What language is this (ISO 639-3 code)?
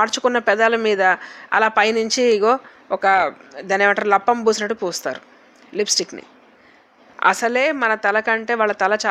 tel